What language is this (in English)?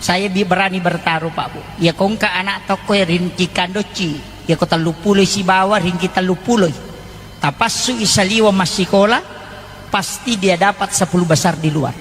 Buginese